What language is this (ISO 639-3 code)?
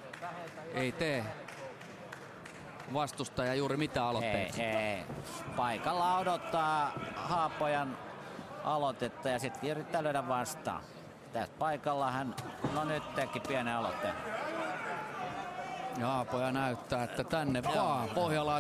fin